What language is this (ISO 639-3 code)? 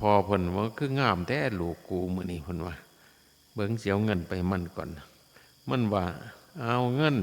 tts